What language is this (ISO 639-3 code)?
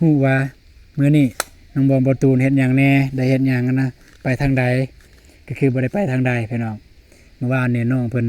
lao